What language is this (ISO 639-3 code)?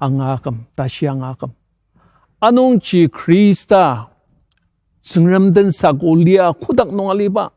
njo